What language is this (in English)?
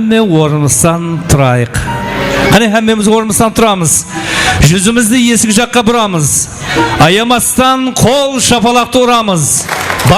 Kara-Kalpak